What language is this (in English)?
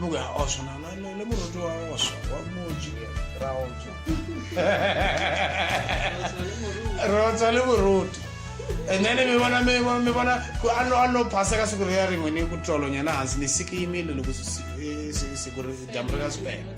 Tsonga